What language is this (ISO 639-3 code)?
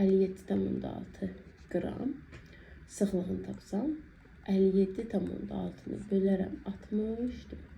aze